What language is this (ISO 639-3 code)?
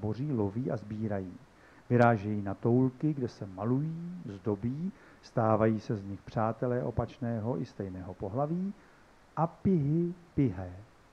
ces